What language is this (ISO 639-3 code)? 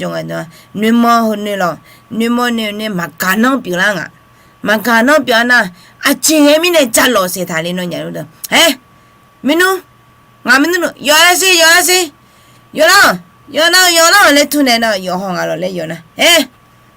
ahk